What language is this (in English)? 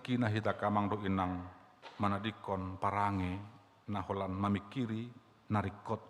Batak Toba